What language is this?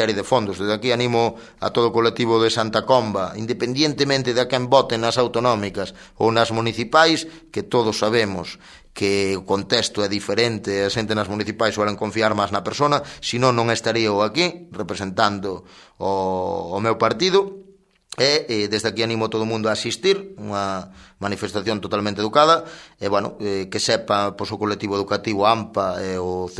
Galician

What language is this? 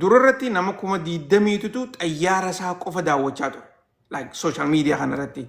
Oromo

